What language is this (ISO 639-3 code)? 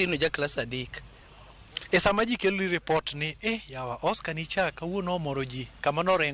luo